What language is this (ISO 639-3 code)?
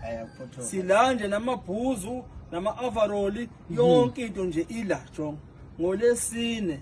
zul